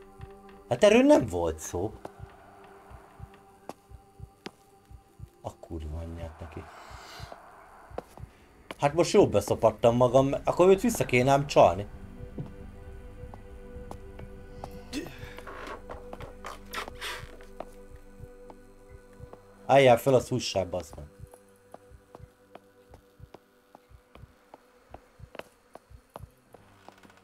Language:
Hungarian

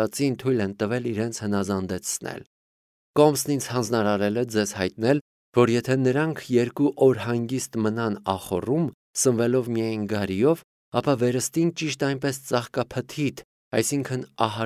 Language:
Armenian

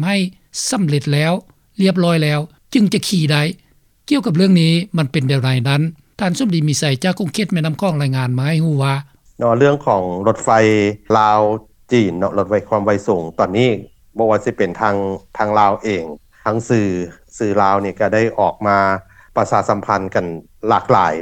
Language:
Lao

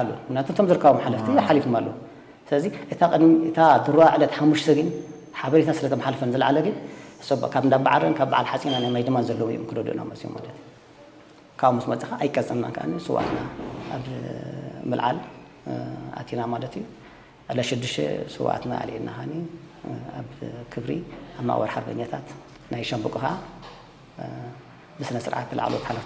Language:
Tigrinya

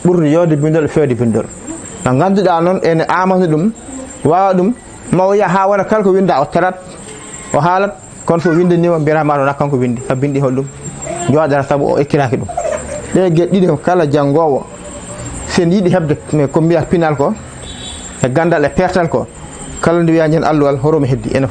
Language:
Fula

